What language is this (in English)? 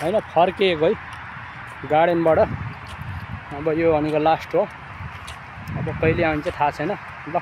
Nepali